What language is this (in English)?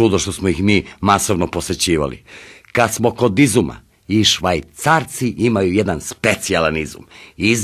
Serbian